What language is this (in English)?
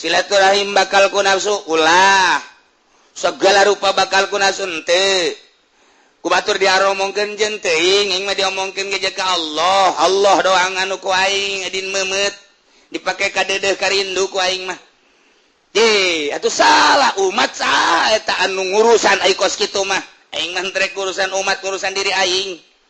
Sundanese